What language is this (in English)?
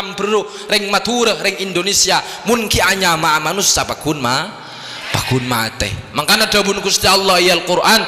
Madurese